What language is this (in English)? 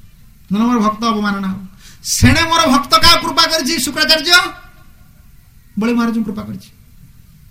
Odia